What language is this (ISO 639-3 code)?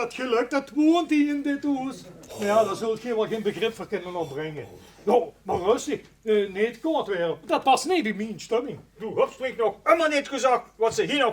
lim